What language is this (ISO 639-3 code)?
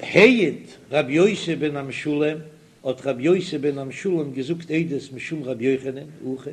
yid